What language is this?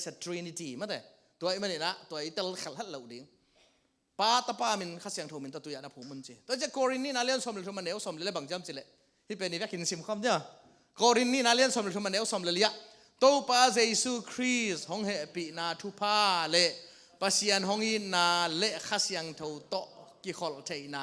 Tedim Chin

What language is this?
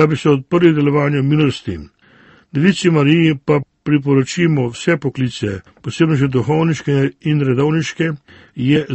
Slovenian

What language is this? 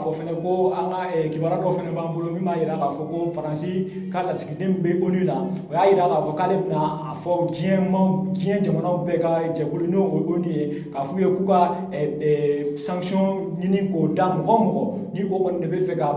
Bambara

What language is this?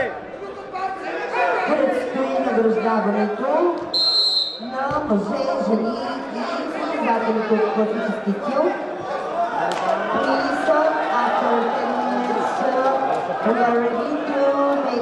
Bulgarian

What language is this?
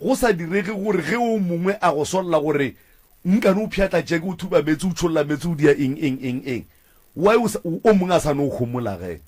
Northern Sotho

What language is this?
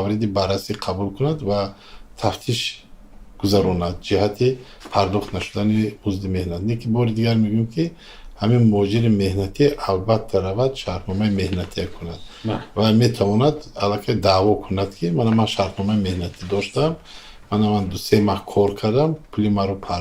Tajik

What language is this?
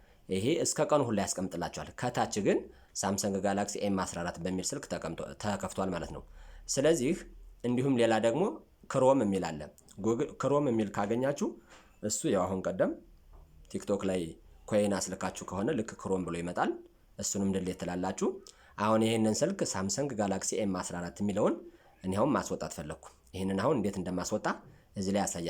Amharic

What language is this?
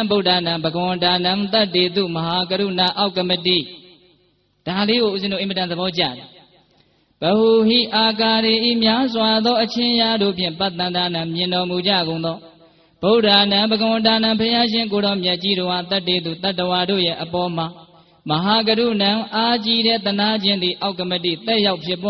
Burmese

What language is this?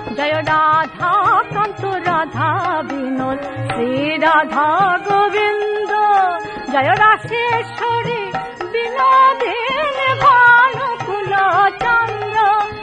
Bangla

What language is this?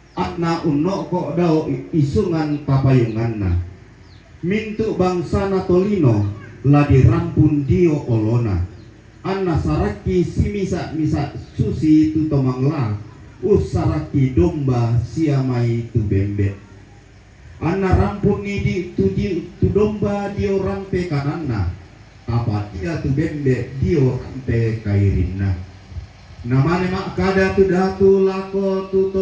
Toraja-Sa'dan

